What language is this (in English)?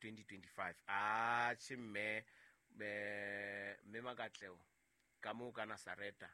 Southern Sotho